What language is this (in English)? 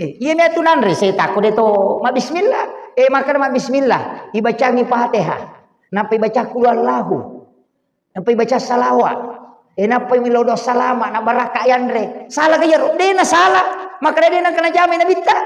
Buginese